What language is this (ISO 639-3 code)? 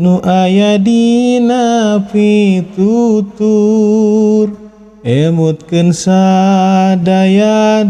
sun